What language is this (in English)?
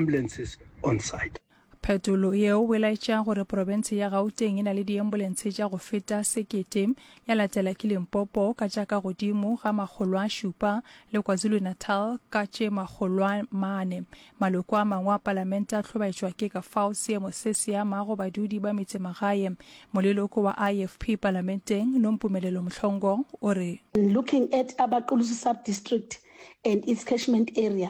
Northern Sotho